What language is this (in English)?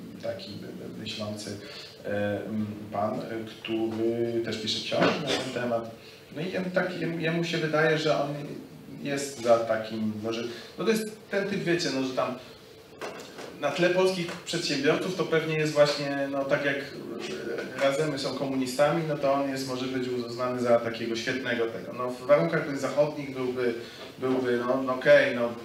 Polish